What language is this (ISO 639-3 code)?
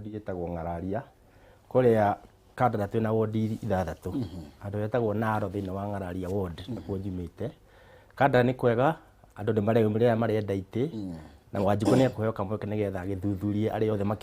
kik